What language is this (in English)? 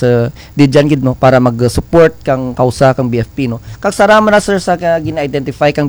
Kinaray-a